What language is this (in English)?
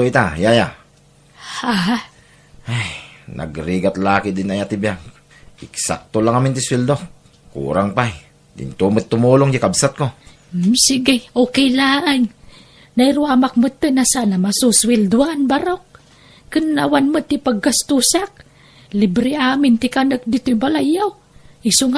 Iloko